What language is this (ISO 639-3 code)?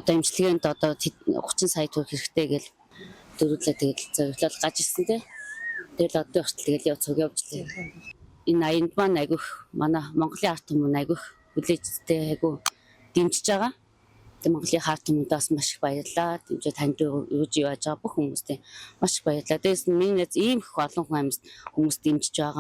mon